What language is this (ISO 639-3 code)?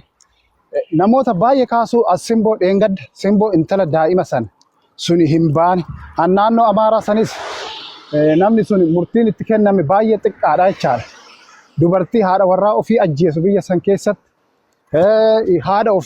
orm